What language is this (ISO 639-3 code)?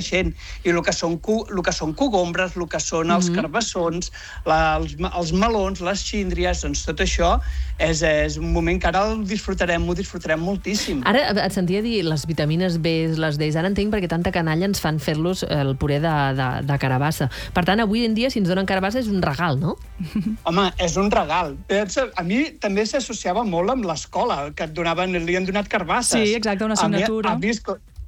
cat